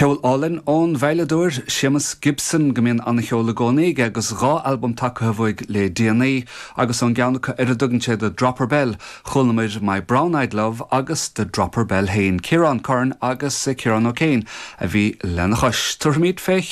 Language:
Irish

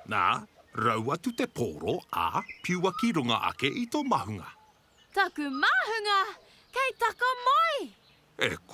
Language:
Māori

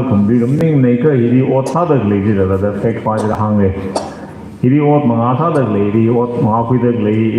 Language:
Tangkhul Naga (India)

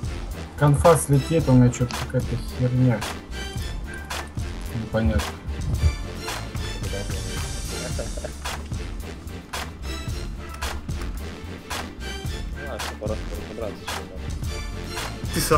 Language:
Russian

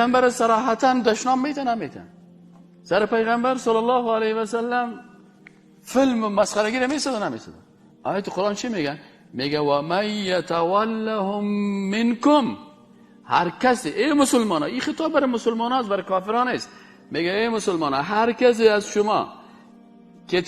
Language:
Persian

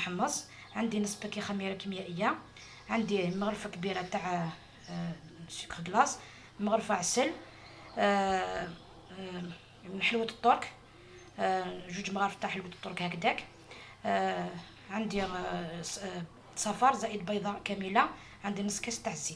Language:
Algerian Arabic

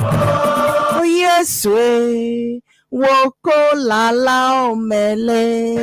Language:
Ewe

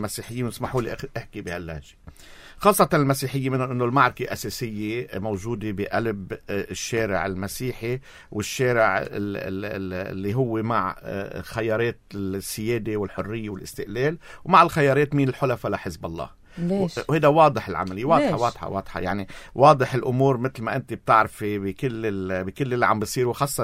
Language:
North Levantine Arabic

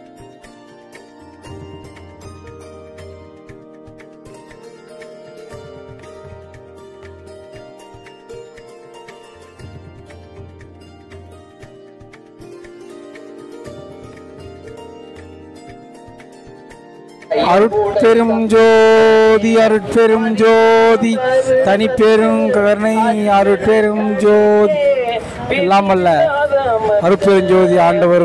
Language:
Tamil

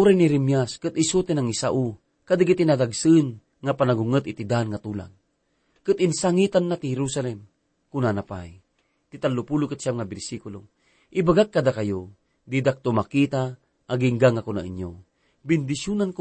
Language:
Iloko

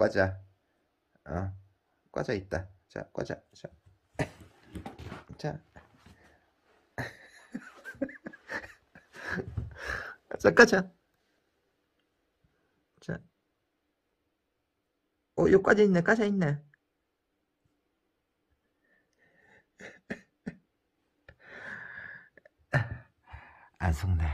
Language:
Korean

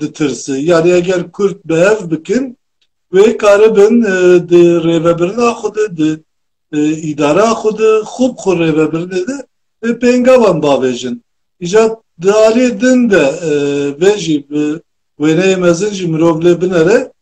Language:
Kurdish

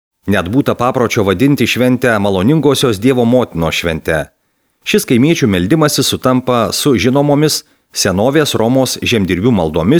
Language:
Lithuanian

